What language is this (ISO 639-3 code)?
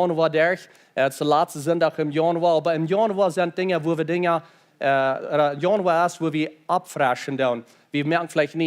pdt